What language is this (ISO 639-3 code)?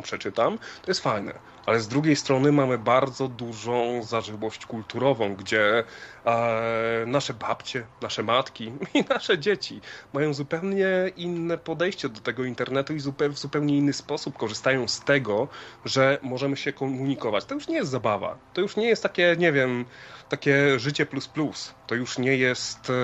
pol